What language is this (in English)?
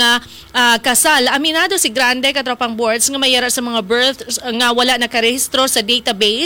Hiligaynon